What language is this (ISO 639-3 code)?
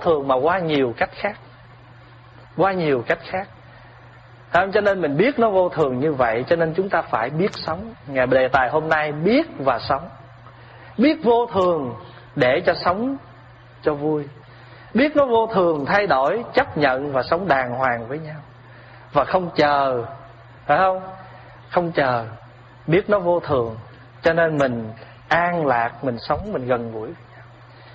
vie